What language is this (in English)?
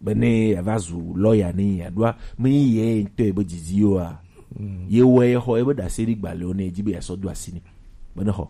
Gen